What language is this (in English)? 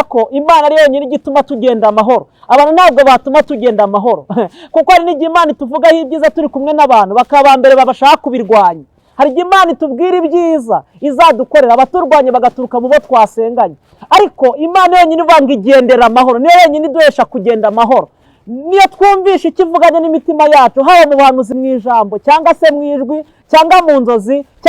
Kinyarwanda